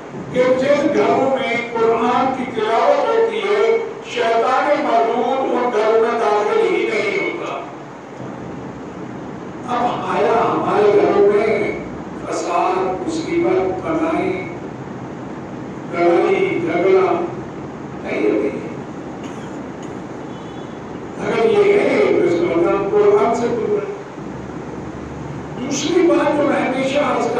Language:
Urdu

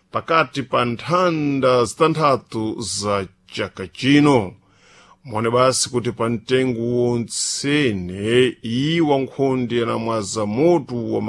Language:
Sena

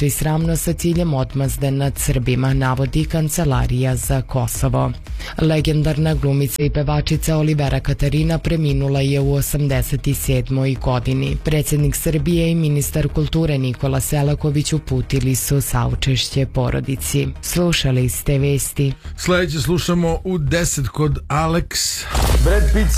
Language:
Serbian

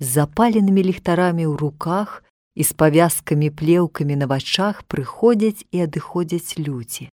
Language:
Belarusian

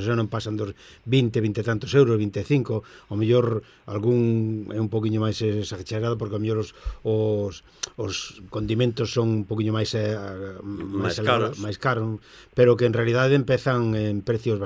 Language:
Galician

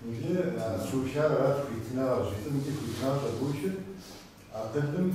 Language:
Kabardian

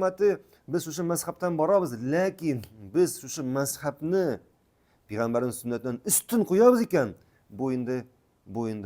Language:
Tatar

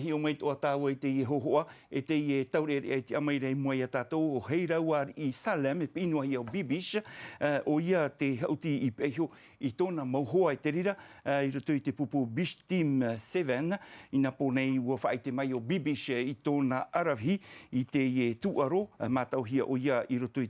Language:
Tahitian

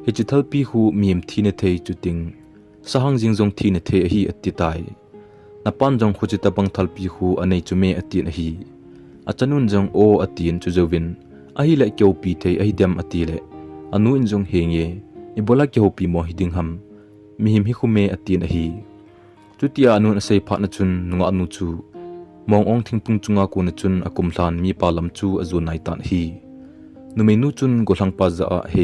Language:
Thado Chin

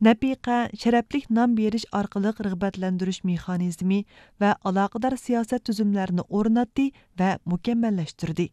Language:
Uyghur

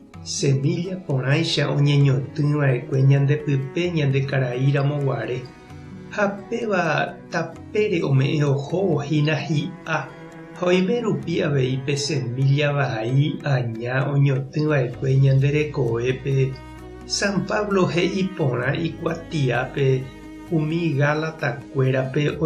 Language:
Guarani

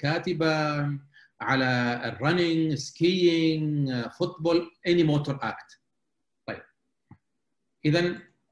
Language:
Arabic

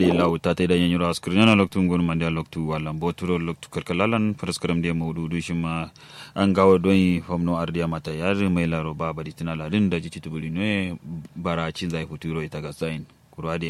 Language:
Kanuri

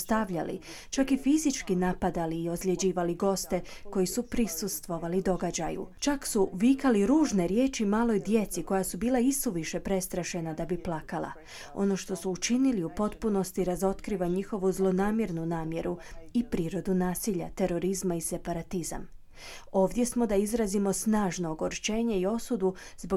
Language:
Croatian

